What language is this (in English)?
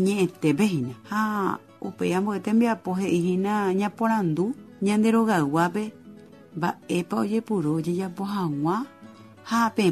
Guarani